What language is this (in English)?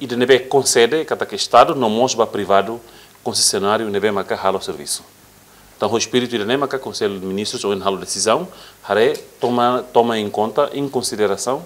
Tetum